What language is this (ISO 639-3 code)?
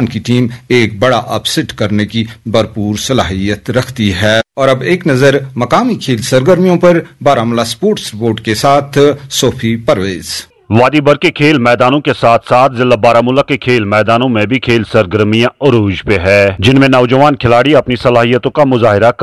urd